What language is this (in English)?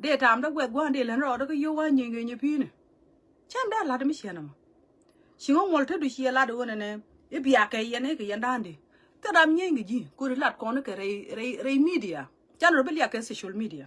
Nuer